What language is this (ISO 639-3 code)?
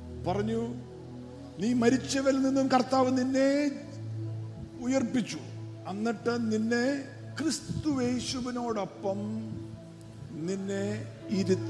mal